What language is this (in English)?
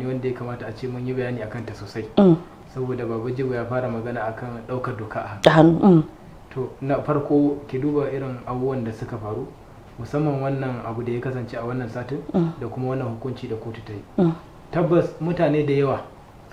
Hausa